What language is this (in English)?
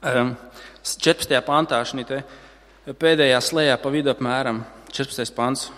Latvian